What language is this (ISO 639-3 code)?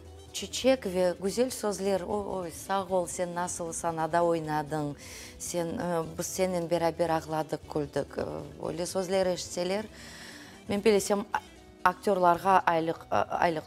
crh